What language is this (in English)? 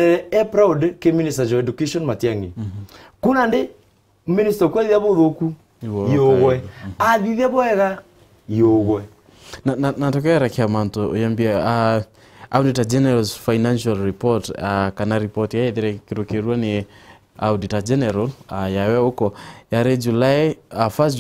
Meru